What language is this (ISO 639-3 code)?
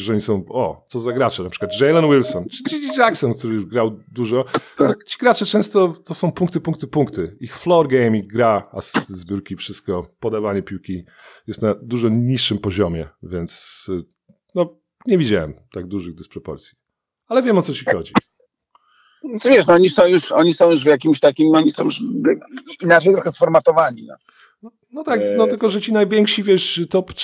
pol